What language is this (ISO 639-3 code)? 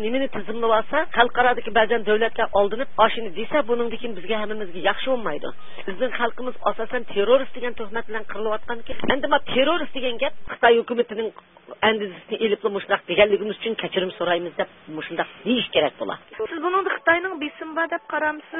uig